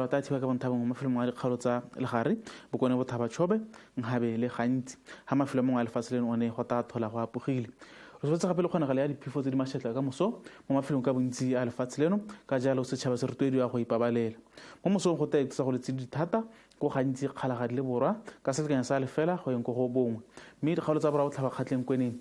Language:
Tswana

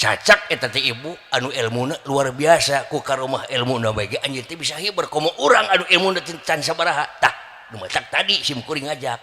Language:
Sundanese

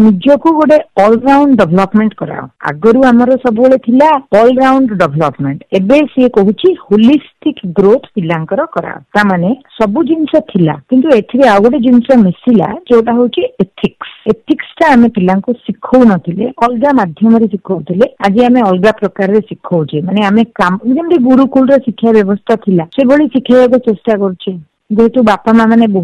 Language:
Odia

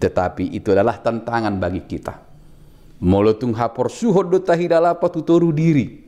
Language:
Batak Toba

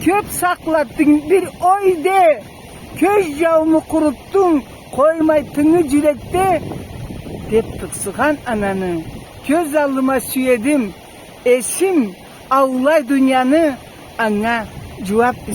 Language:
Karachay-Balkar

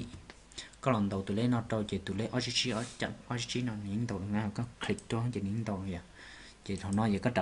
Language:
Hmong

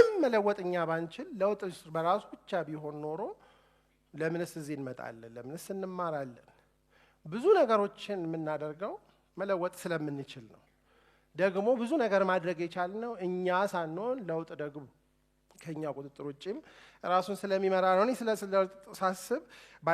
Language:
Amharic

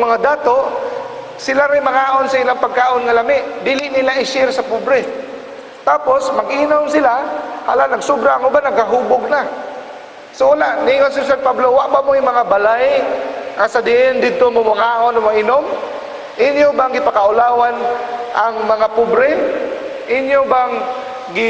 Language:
Cebuano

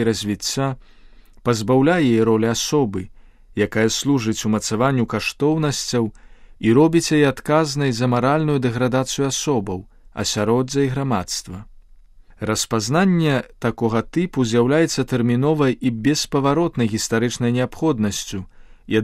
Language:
Belarusian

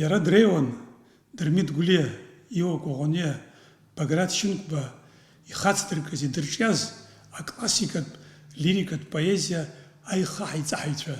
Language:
Abkhazian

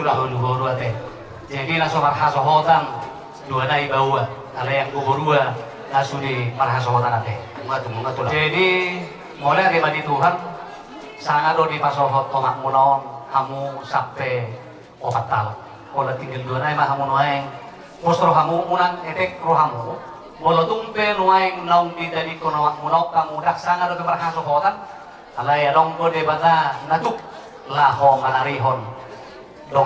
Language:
Batak Toba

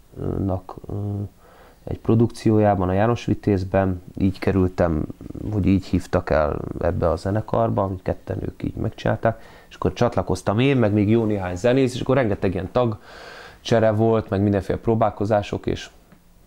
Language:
Hungarian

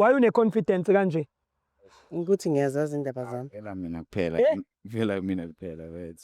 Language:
Zulu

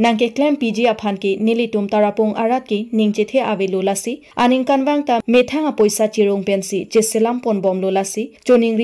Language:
Karbi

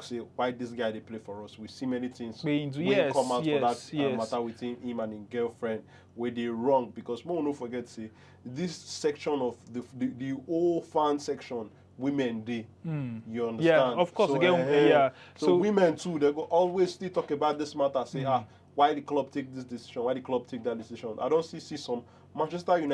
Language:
Nigerian Pidgin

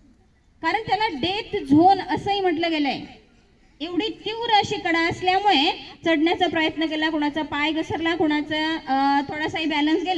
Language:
Marathi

